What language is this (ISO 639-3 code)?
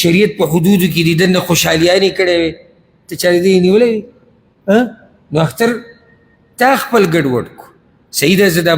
pus